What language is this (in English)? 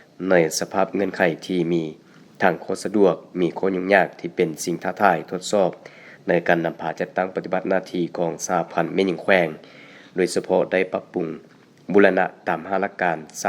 Lao